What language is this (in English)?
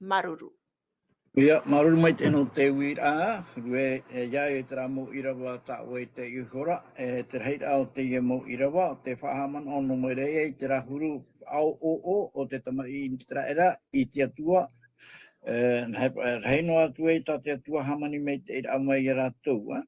Tahitian